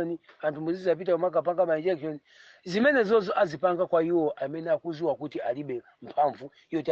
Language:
Nyanja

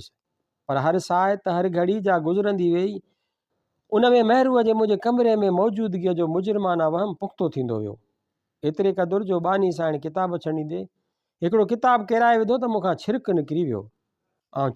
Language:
Sindhi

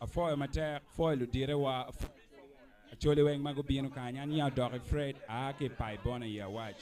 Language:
Acoli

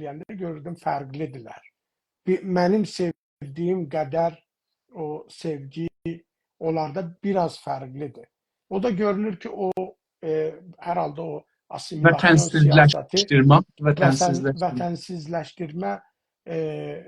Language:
South Azerbaijani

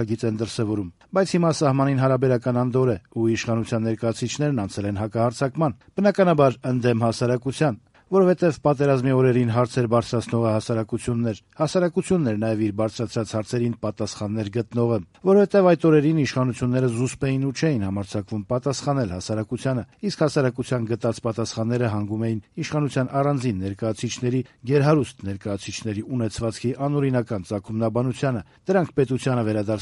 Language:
Armenian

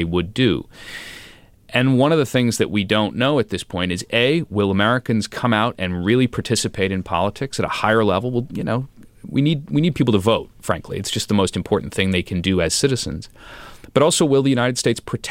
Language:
English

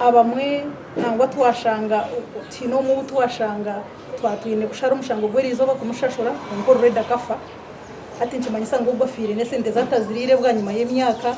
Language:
Nyankole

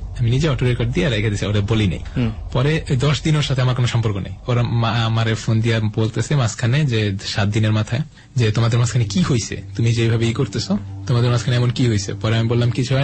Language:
Bangla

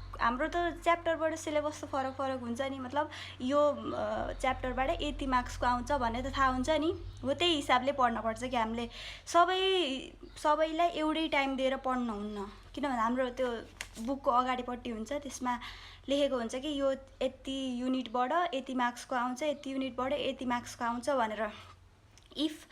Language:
Nepali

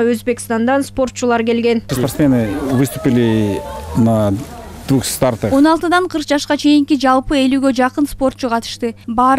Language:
Kyrgyz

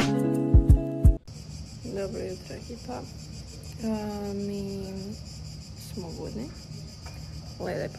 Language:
Croatian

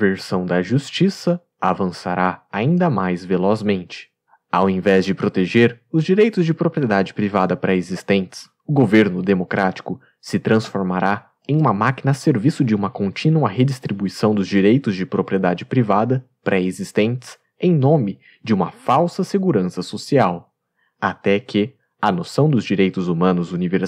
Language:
Portuguese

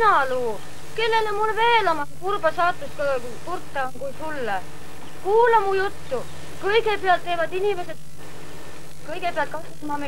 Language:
Estonian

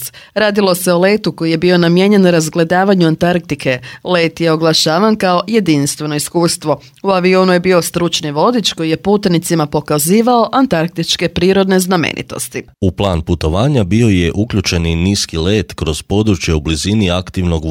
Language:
Croatian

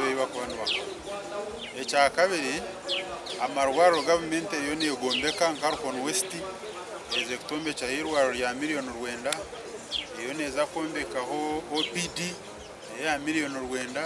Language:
Nyankole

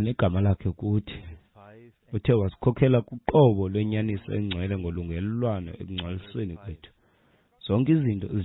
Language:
Xhosa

